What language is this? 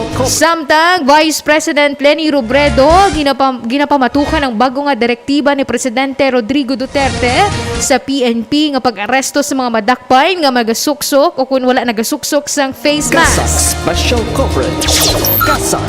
Hiligaynon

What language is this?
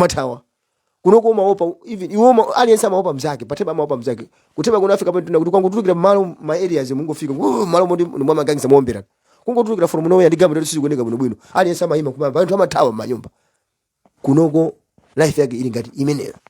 Nyanja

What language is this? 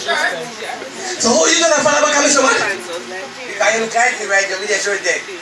Jamaican Creole English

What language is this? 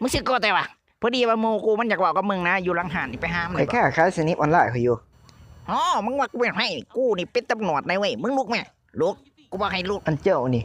Northeastern Thai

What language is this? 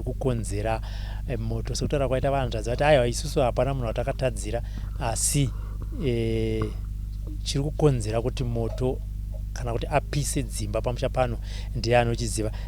Shona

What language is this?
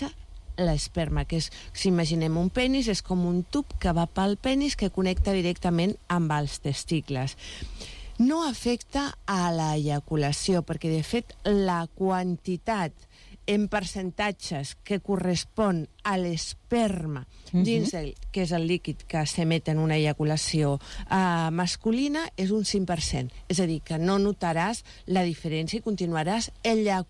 Catalan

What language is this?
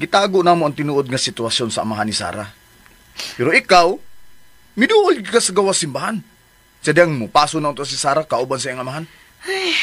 Cebuano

